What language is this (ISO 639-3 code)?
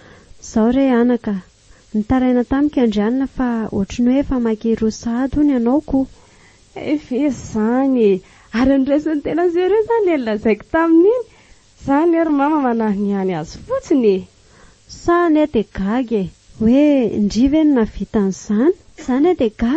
mlg